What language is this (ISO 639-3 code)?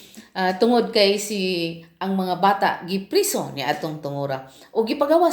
ceb